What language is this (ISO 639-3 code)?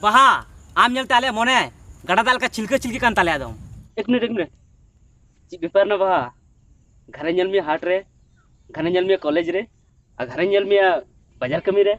sat